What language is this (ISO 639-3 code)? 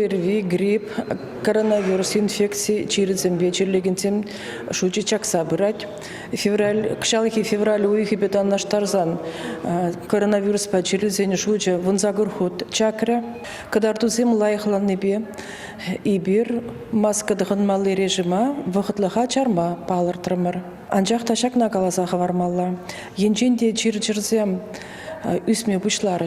chv